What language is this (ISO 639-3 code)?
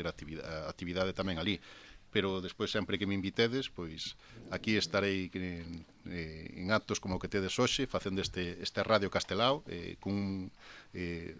glg